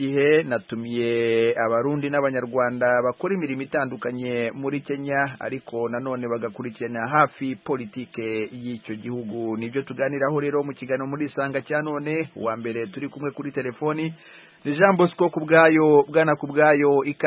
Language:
Kinyarwanda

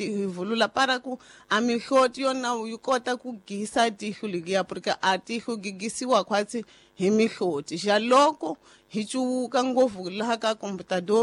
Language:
Tsonga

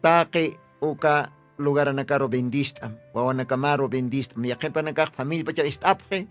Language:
Aymara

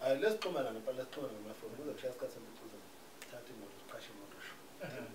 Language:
Zulu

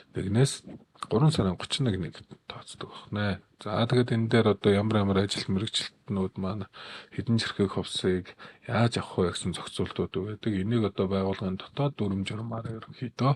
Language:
Mongolian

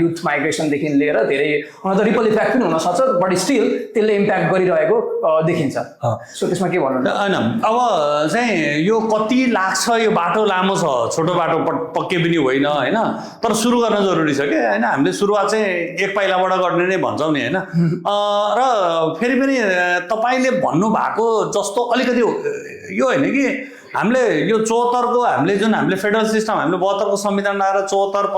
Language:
Nepali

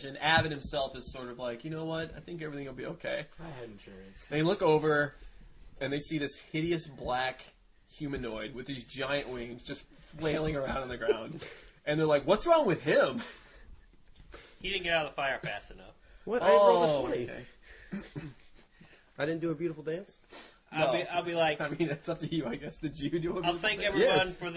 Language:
English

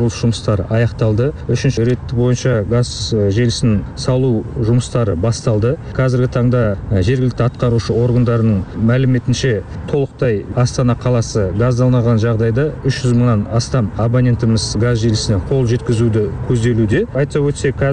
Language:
Kazakh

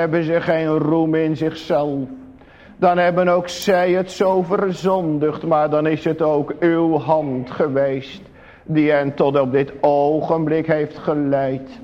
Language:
Dutch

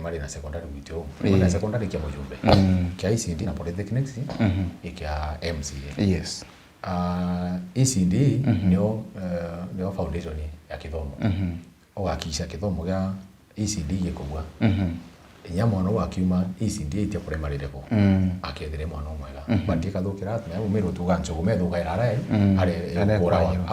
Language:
Meru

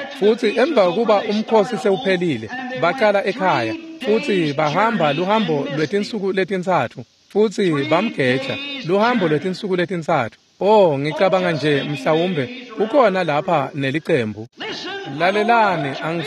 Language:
Swati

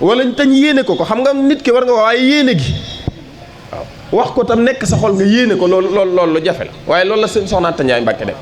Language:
Wolof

